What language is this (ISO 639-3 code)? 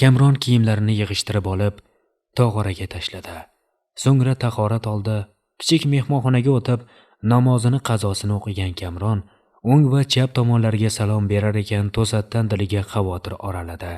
uzb